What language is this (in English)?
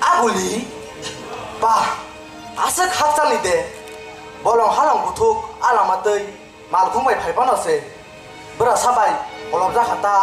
Kok Borok